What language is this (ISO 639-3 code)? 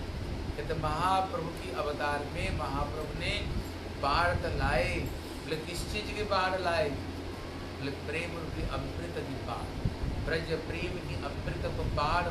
hin